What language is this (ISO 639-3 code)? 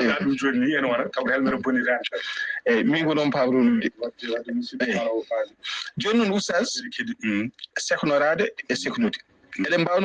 ful